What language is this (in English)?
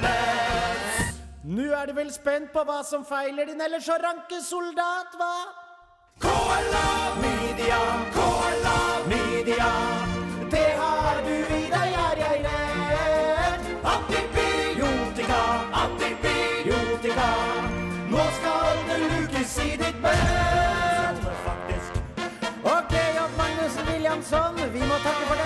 Norwegian